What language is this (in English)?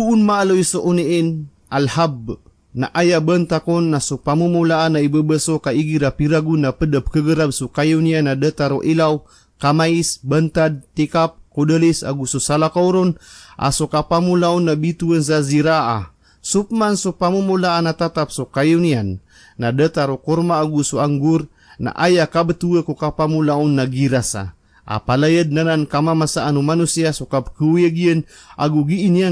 Maranao